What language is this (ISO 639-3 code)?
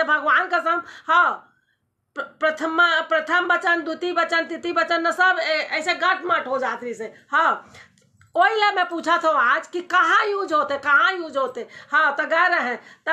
hne